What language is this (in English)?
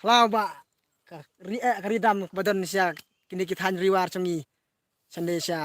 Khasi